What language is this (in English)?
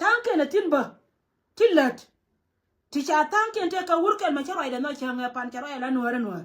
Nuer